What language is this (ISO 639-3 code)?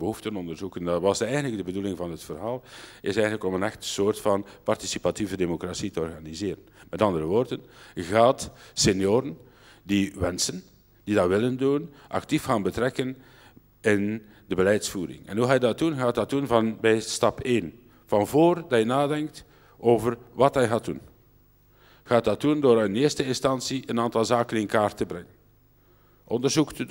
nld